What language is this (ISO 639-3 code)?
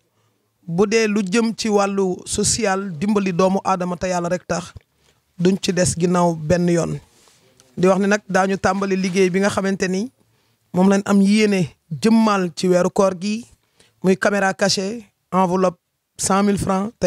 wol